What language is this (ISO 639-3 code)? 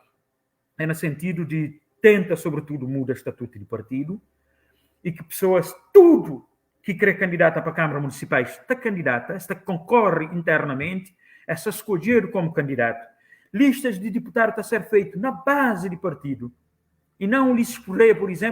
kea